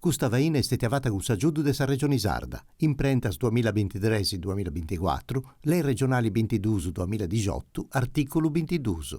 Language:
Sardinian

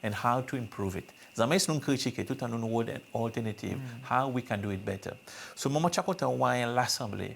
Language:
Seselwa Creole French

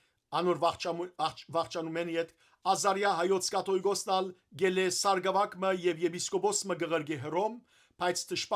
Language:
Western Armenian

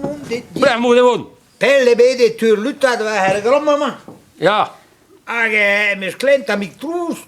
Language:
Breton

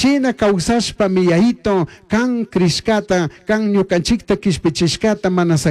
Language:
Chimborazo Highland Quichua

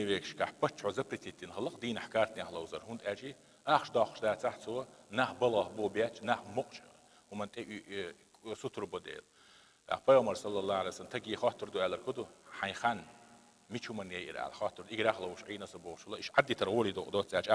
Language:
Chechen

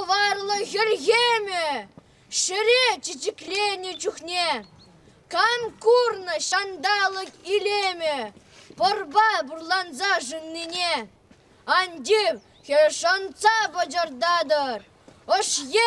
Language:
Chuvash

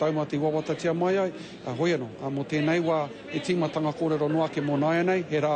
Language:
Māori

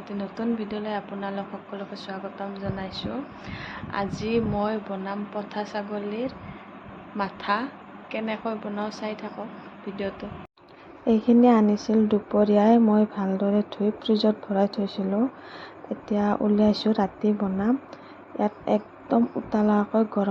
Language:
Assamese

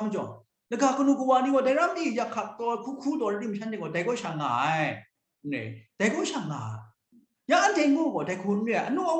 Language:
Kachin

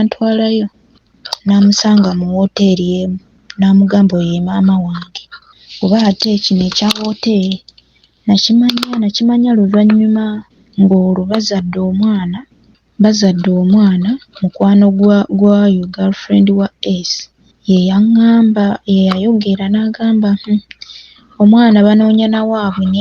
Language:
Ganda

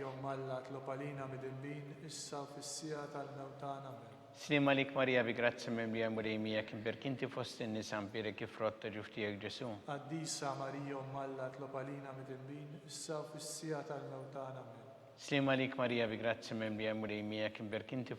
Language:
Maltese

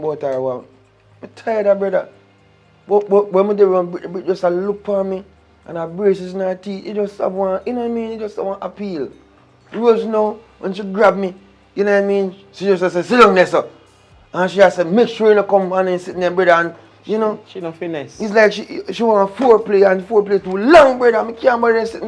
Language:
Jamaican Creole English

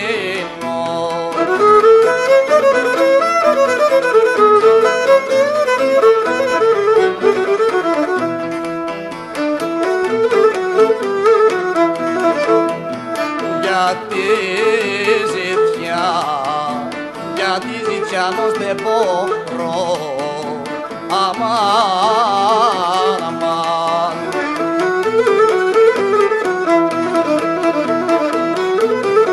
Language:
Greek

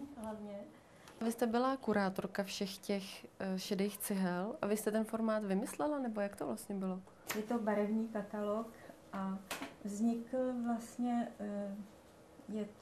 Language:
Czech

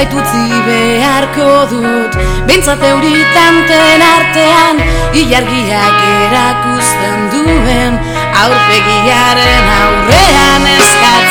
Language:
Basque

